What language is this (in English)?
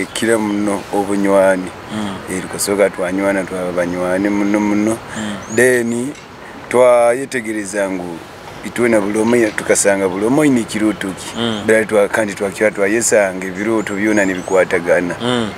Nyoro